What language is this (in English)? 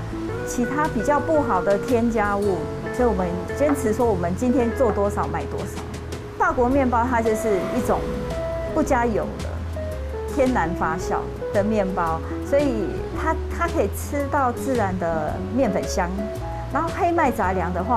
Chinese